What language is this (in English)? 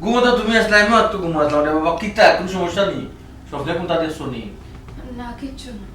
Sylheti